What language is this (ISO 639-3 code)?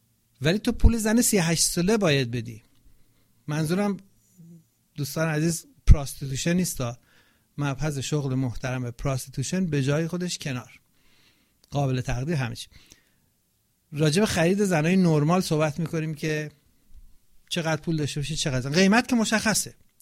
fas